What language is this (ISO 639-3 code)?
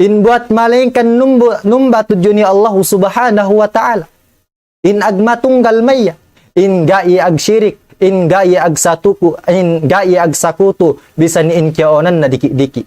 tsg